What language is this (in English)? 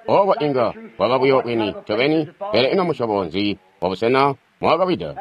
Tonga (Zambia)